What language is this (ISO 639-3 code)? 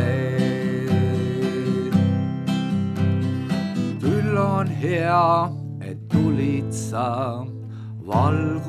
est